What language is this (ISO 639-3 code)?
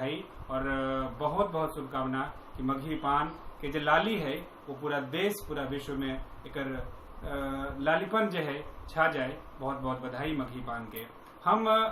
mag